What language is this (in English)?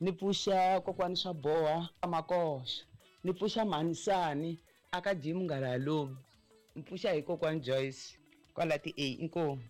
Tsonga